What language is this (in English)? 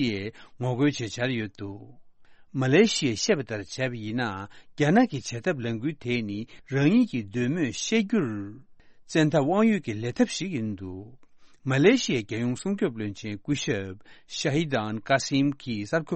Tibetan